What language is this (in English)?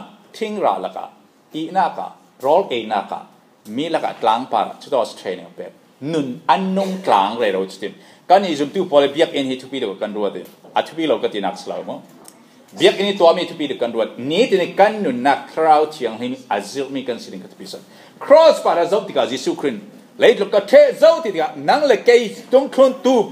Falam Chin